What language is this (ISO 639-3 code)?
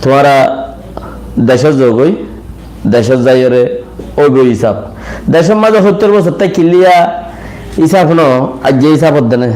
rhg